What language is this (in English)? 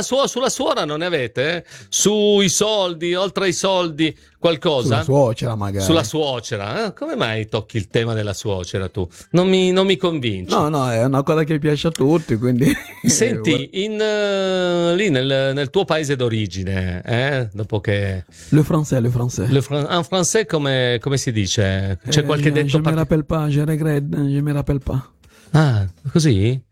Italian